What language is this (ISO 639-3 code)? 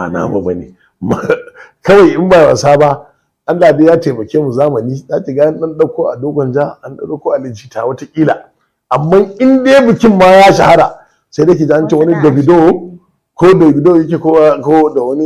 hau